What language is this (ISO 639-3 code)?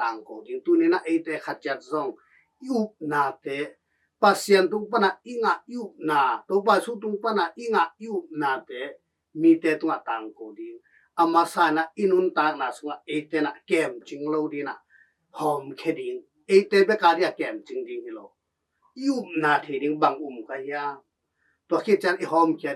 ctd